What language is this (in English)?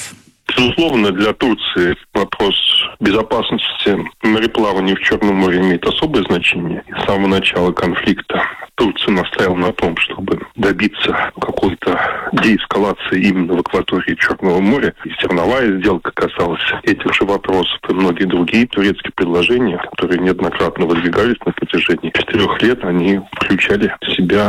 Russian